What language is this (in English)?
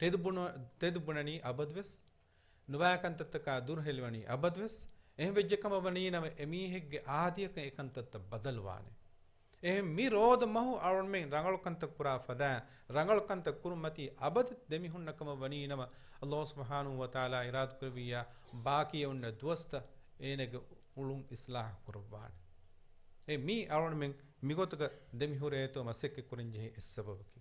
Divehi